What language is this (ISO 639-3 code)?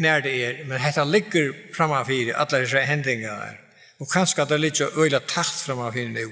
fao